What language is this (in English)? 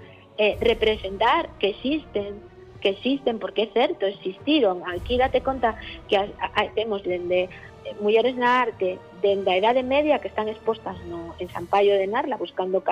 Galician